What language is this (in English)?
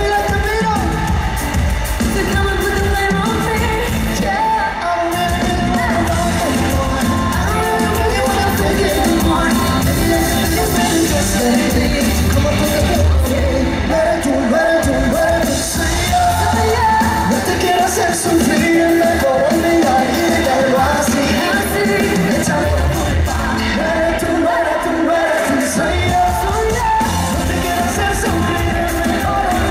Spanish